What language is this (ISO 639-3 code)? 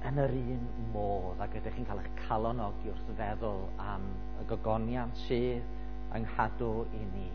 cym